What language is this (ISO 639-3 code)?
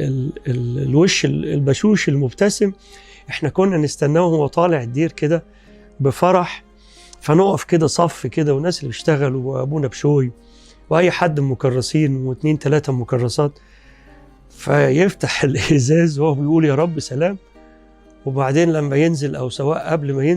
arz